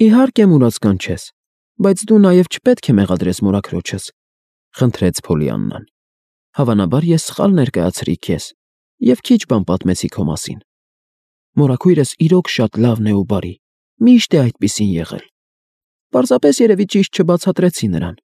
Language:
Armenian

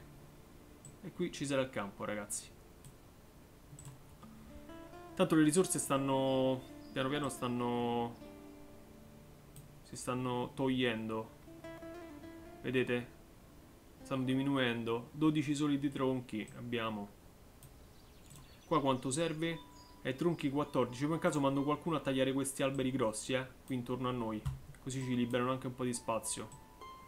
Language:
Italian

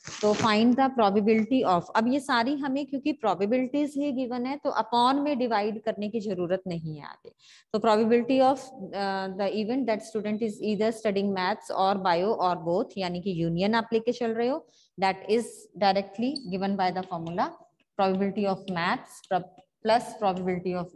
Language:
Hindi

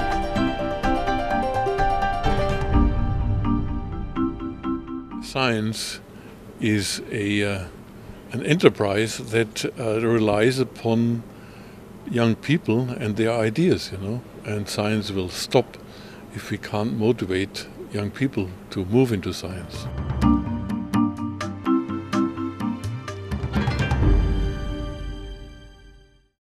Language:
Hungarian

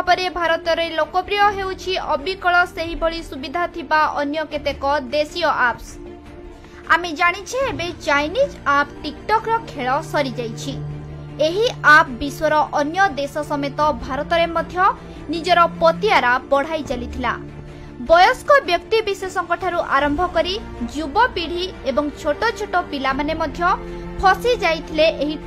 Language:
Odia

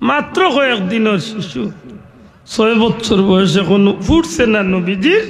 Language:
Sylheti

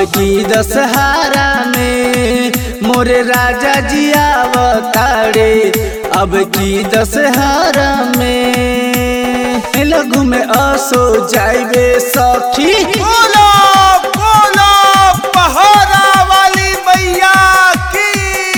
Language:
Bhojpuri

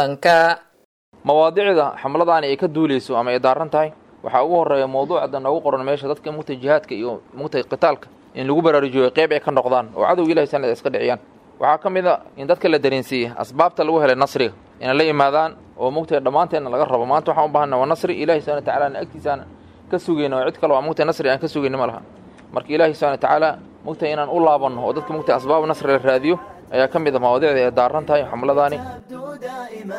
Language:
Somali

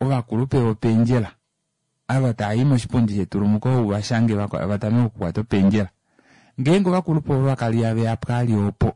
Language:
Kuanyama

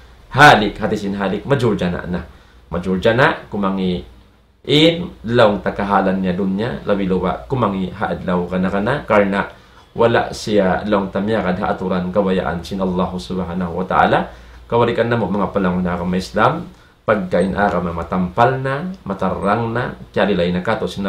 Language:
Tausug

